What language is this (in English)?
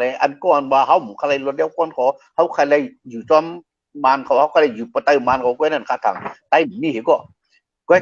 Shan